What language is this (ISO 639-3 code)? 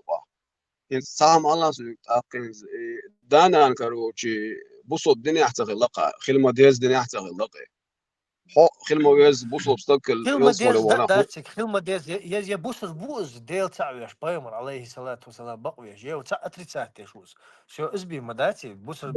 che